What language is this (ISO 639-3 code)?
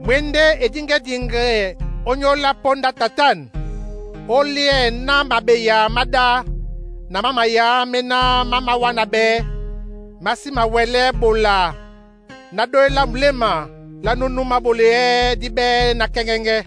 dua